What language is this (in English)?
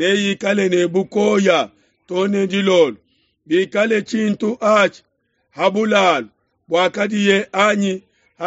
Luba-Lulua